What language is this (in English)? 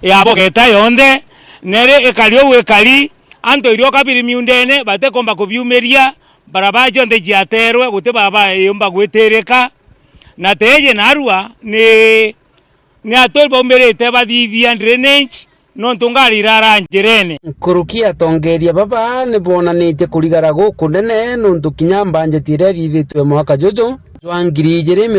Meru